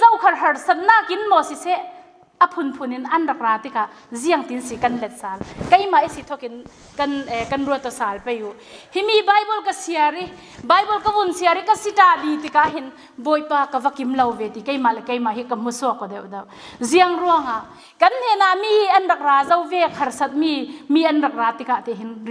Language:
Falam Chin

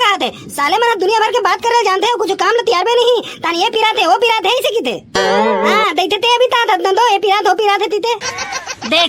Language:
Chhattisgarhi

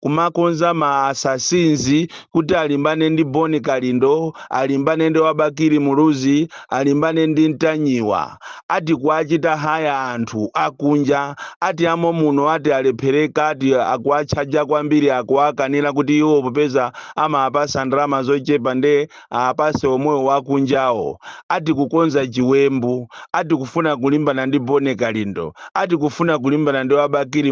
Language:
Nyanja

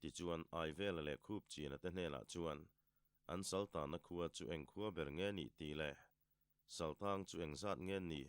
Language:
Mizo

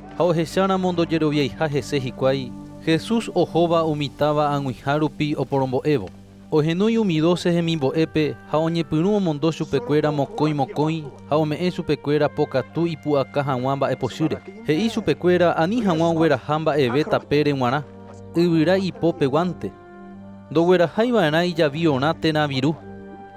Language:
Guarani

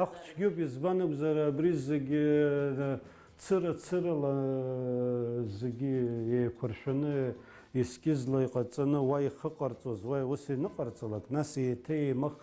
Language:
Abkhazian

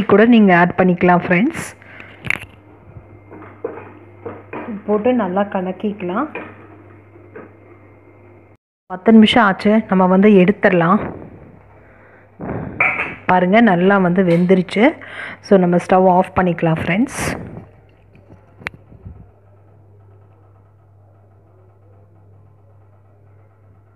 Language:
Tamil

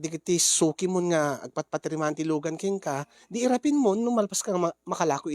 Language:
Iloko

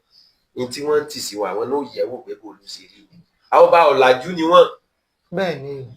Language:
Yoruba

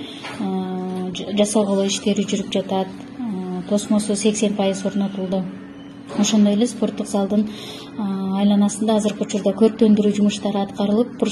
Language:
Kyrgyz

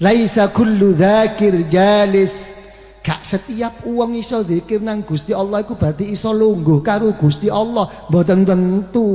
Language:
Javanese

